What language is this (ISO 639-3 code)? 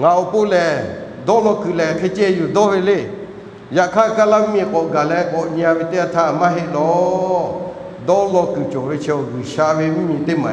lhu